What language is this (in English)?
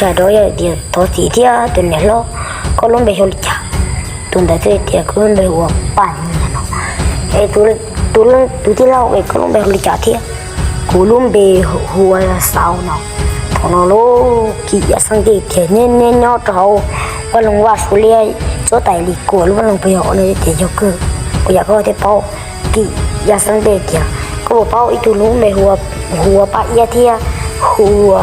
Hmong